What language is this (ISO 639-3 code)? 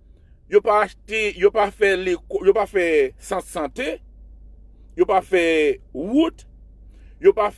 hat